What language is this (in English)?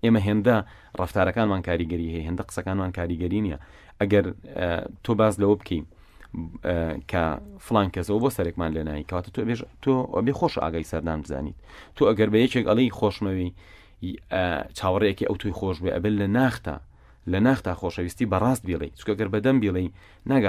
Central Kurdish